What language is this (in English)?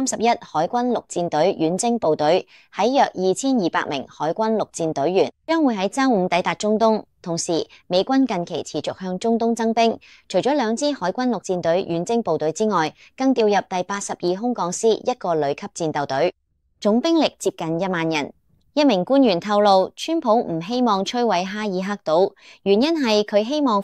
Cantonese